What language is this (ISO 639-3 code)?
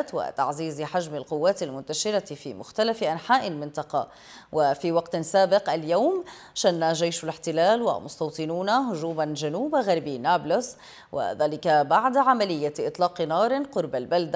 ara